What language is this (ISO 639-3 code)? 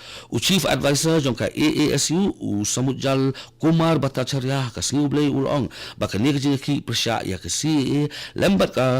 kha